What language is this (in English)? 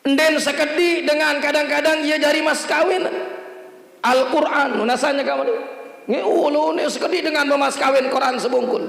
Sasak